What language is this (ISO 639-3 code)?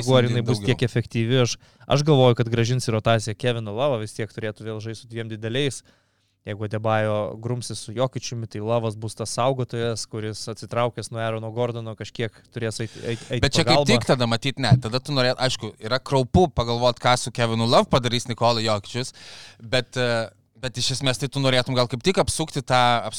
lit